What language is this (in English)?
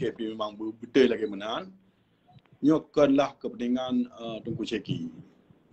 Achinese